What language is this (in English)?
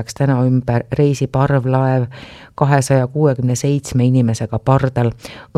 Estonian